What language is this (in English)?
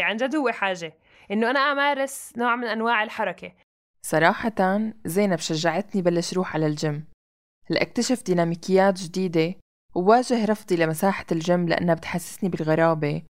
North Levantine Arabic